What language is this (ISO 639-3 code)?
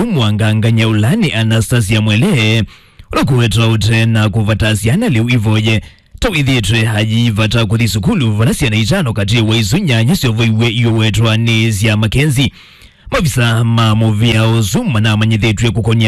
kam